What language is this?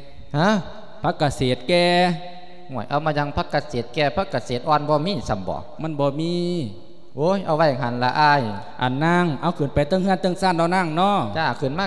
Lao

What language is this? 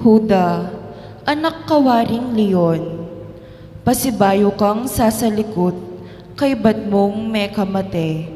Pampanga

